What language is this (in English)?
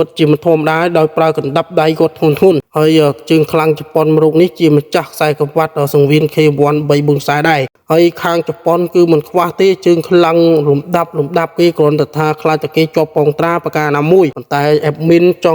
Khmer